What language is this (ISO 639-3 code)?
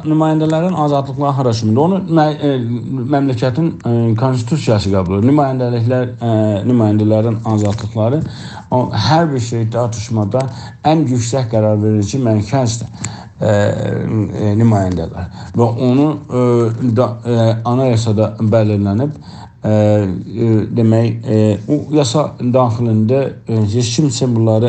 azb